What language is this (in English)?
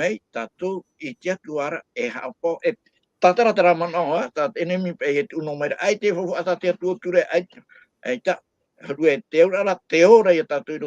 Tahitian